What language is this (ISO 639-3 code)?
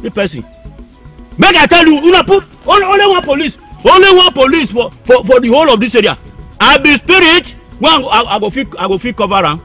pcm